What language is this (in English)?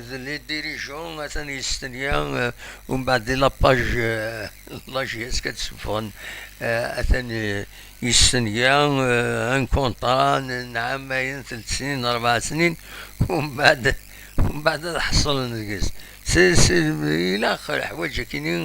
Kabyle